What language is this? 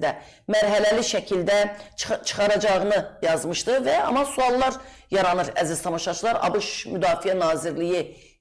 Azerbaijani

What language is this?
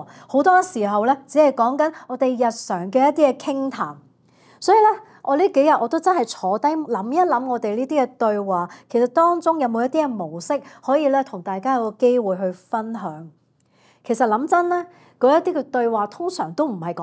Cantonese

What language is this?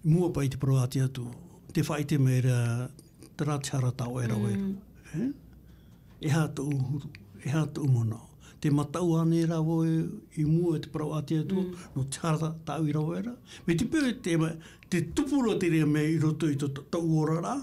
Tahitian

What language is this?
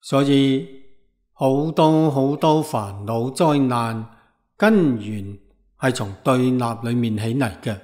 Cantonese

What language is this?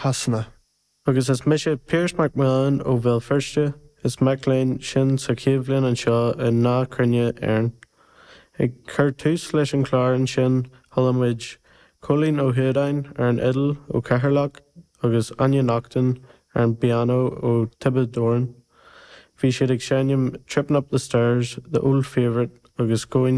Irish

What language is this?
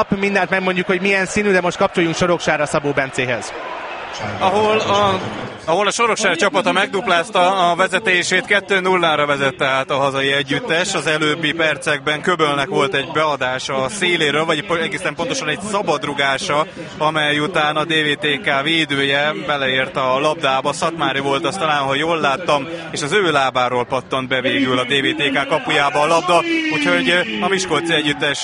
Hungarian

